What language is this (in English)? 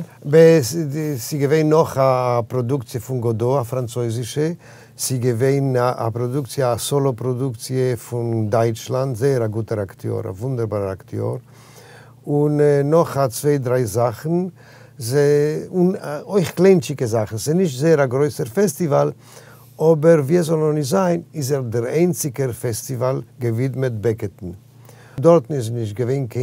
Yiddish